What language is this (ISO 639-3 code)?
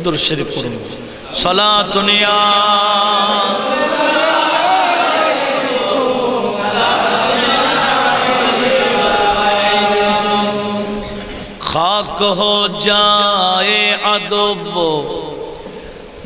ben